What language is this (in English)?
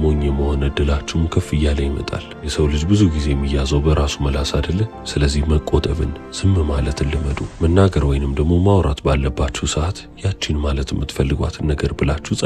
Amharic